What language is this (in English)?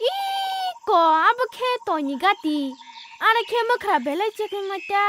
Kok Borok